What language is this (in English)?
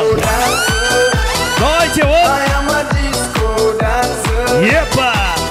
Kara-Kalpak